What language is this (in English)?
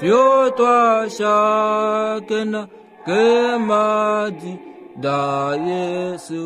Kuanyama